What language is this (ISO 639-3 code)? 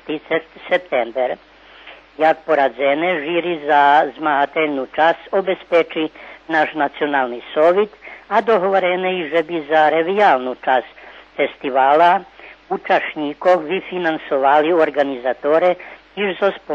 rue